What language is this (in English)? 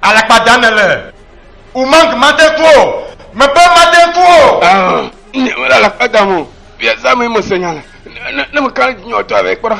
Ewe